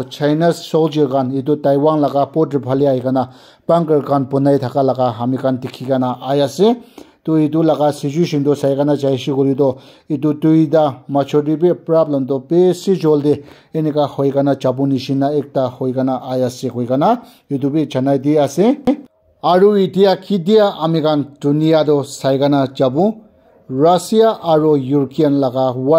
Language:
Naga Pidgin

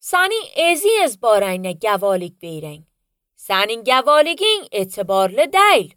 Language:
Azerbaijani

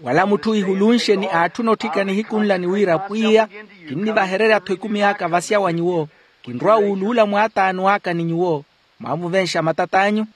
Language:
Makhuwa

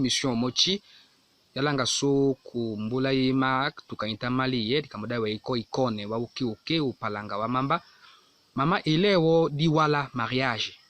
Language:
Tetela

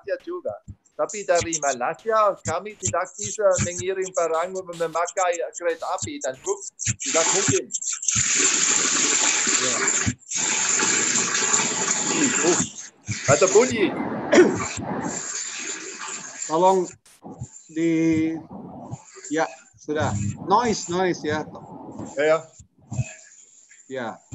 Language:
Indonesian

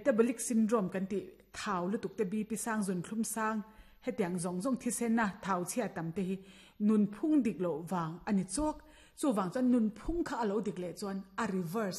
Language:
Mizo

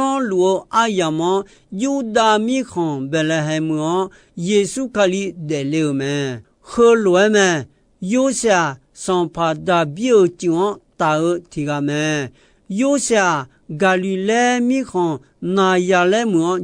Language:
Akha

